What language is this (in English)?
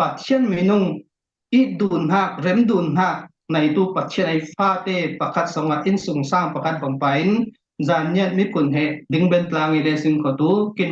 Falam Chin